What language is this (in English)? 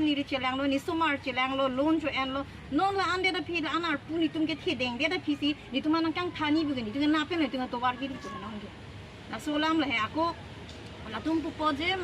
Karbi